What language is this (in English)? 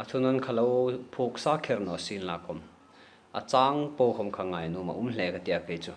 Hmar